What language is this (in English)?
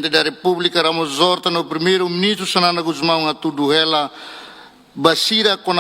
Tetum